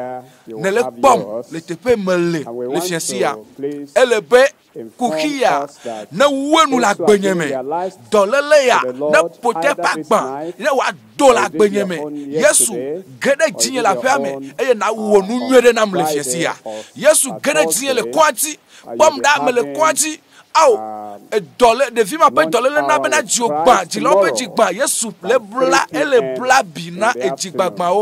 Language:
Ewe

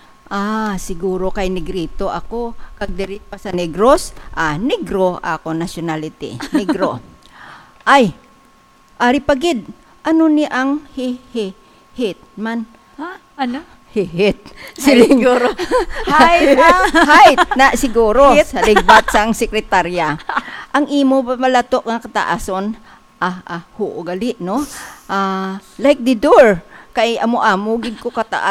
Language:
Hiligaynon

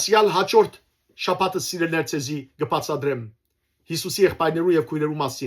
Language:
Western Armenian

